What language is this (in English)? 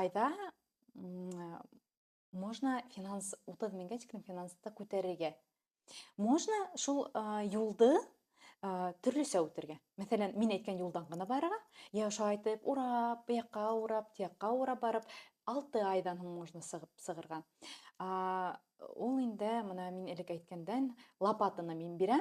Bashkir